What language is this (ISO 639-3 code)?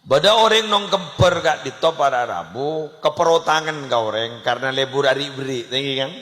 mad